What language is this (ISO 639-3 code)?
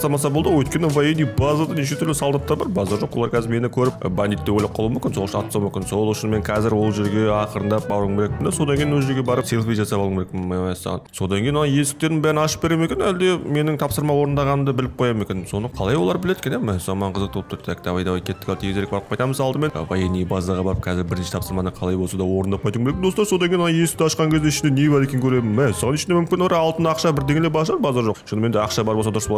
kaz